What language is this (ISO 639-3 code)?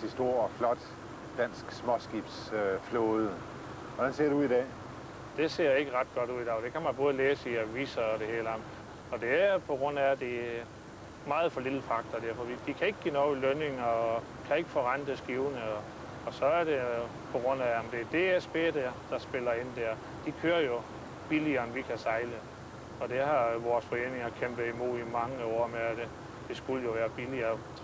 dan